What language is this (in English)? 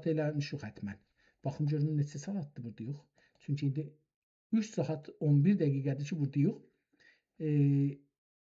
South Azerbaijani